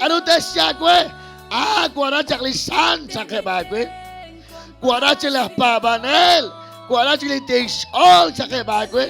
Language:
Kekchí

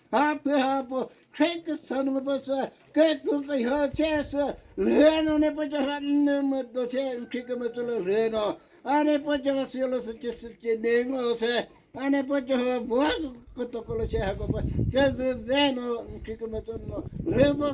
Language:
Chokri Naga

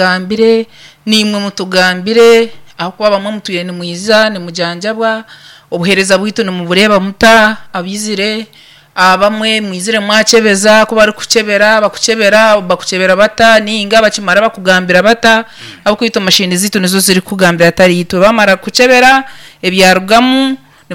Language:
Nyankole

